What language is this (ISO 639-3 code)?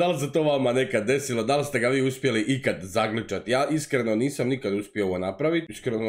hrv